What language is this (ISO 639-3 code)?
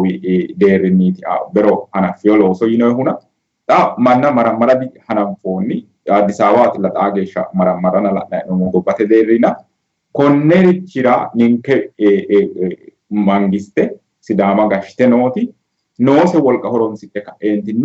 sid